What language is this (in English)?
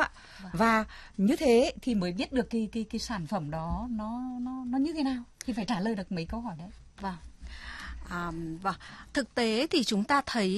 Vietnamese